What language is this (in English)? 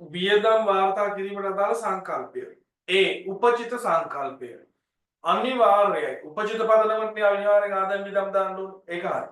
Sinhala